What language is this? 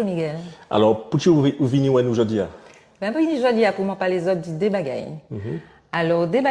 Guadeloupean Creole French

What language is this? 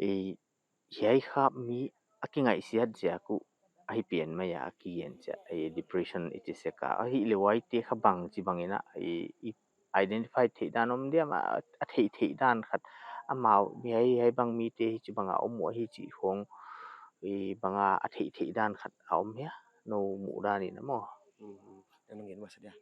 Paite Chin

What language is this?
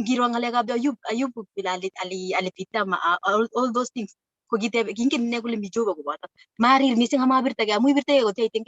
Kalenjin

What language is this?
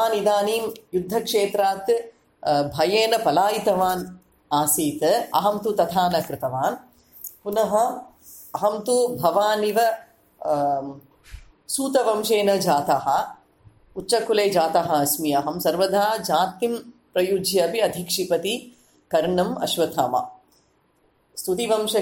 Sanskrit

